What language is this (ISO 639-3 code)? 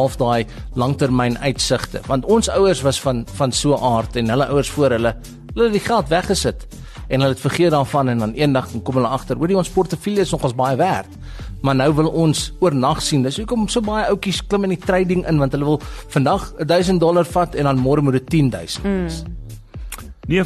afr